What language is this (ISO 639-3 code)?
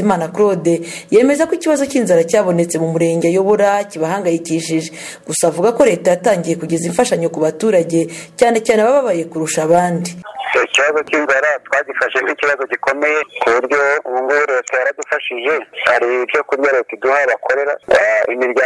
kin